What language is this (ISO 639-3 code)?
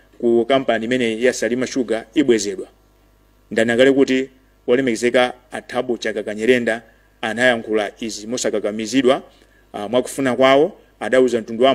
nya